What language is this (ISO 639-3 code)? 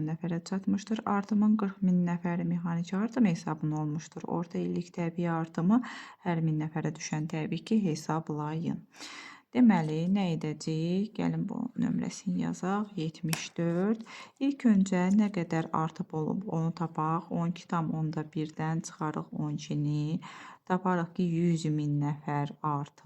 aze